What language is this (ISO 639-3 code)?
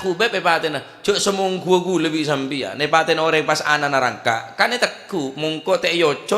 mad